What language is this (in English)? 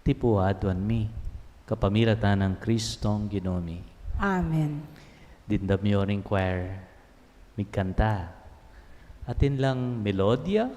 Pampanga